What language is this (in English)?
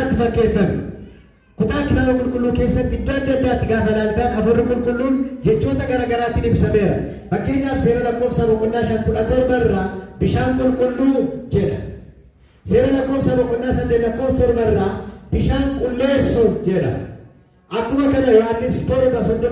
Oromo